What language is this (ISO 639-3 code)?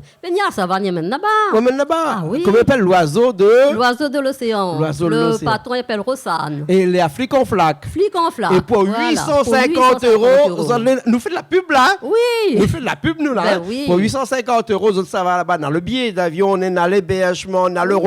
rcf